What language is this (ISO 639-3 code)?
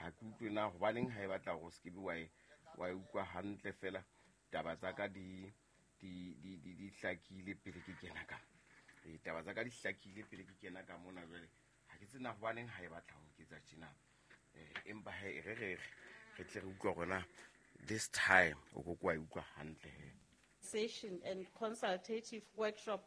sot